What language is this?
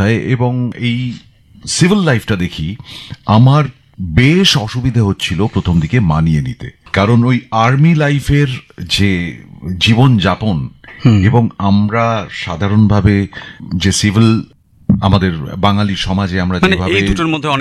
Bangla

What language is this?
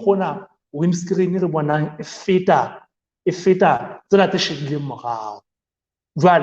Southern Sotho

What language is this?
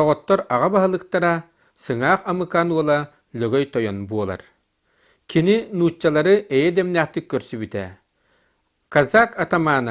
Yakut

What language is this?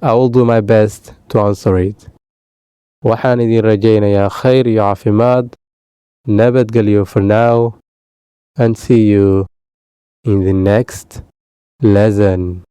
Somali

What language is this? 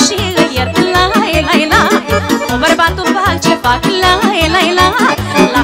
Romanian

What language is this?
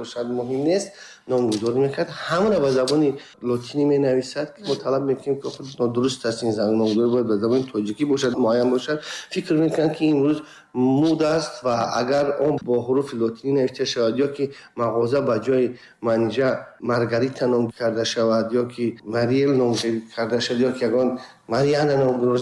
Tajik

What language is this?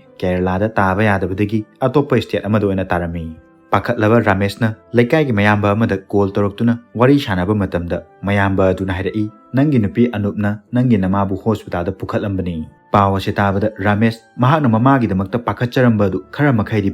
Manipuri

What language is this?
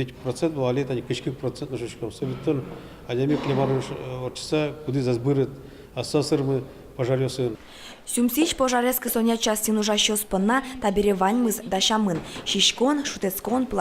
Udmurt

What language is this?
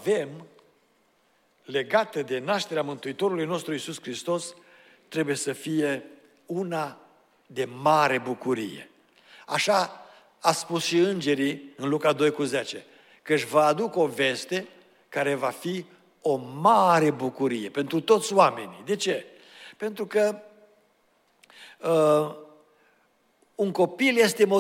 Romanian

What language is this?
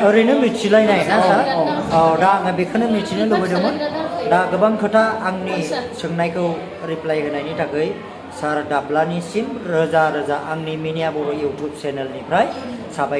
Bodo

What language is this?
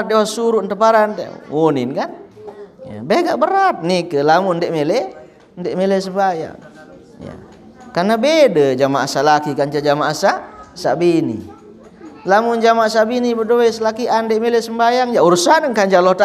Sasak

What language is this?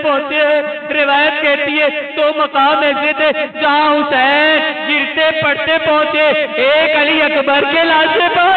Urdu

